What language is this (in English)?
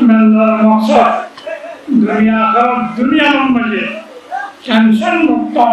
Rohingya